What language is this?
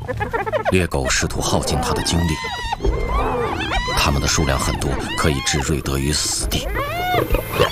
Chinese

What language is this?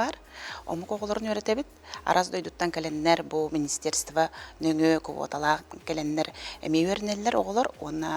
Yakut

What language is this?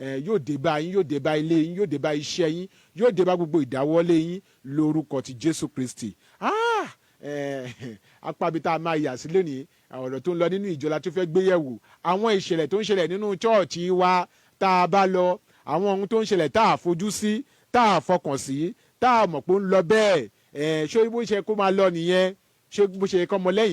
Yoruba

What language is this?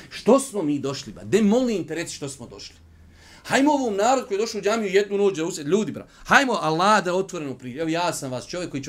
Bosnian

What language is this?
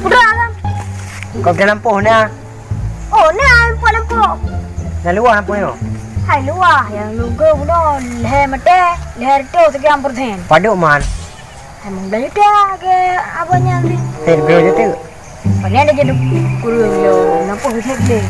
Achinese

